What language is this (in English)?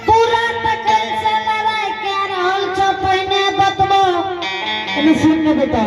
Angika